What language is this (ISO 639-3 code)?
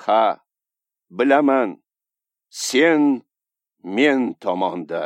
uzb